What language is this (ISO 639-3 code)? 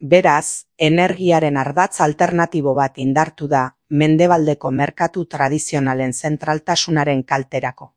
eus